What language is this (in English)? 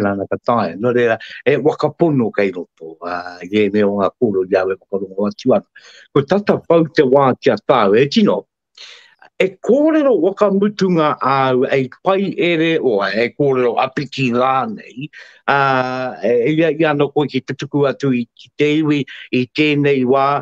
Māori